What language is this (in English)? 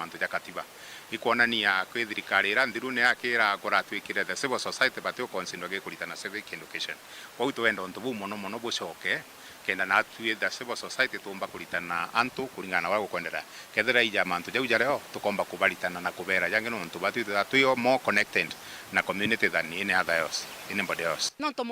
Meru